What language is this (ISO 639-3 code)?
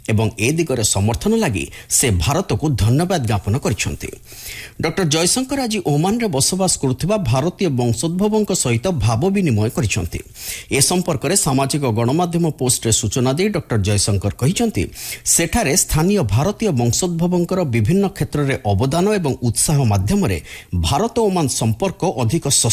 ori